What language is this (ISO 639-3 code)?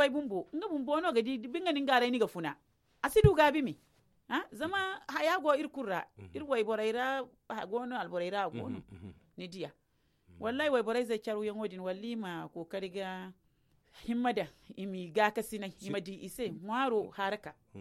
dje